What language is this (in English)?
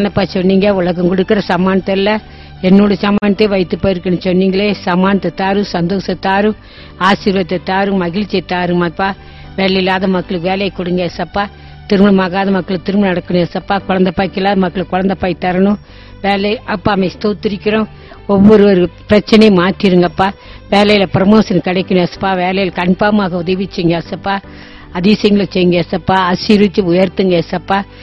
Tamil